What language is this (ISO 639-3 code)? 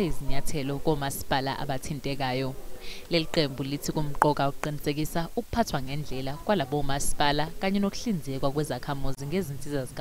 zul